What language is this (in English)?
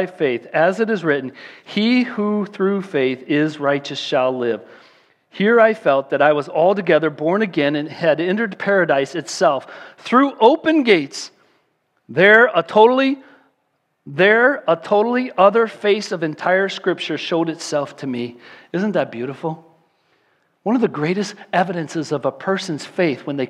English